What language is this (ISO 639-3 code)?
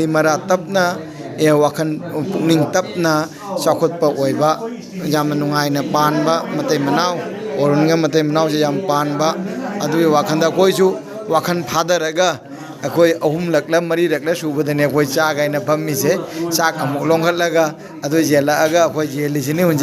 mni